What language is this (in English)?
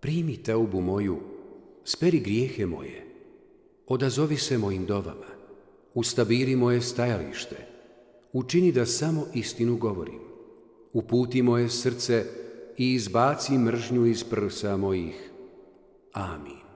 Bosnian